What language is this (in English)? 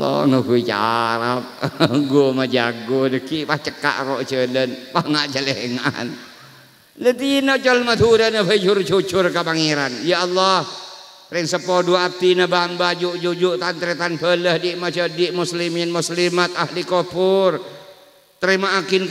Madurese